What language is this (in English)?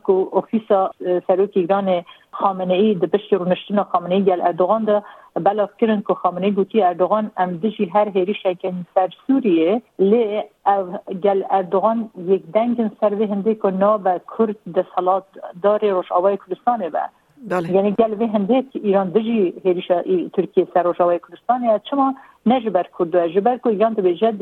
Kurdish